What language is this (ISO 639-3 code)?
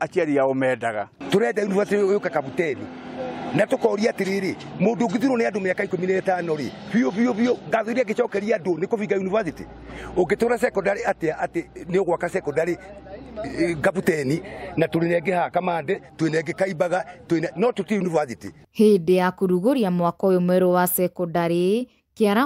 kik